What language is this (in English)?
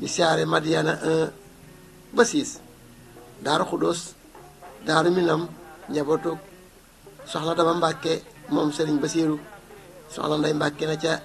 Wolof